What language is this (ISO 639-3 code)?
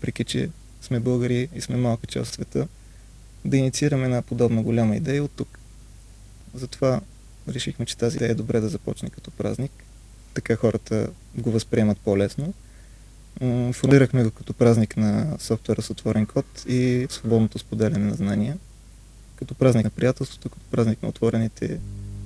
bul